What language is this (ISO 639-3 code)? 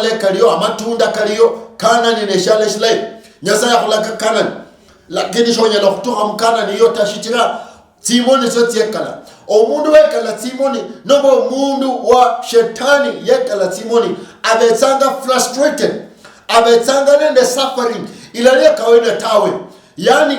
luy